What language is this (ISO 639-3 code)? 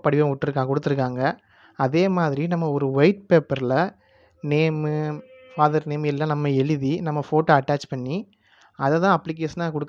tam